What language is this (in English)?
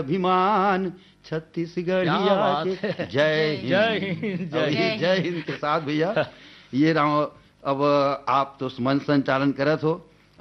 Chhattisgarhi